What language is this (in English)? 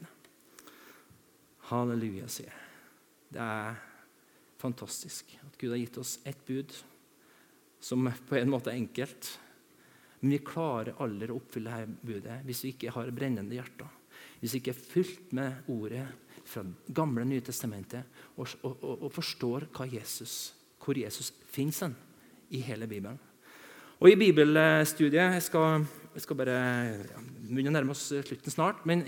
Norwegian